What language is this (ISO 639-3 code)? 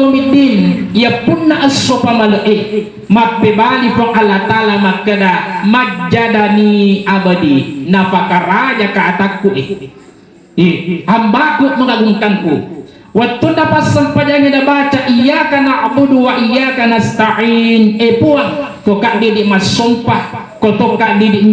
bug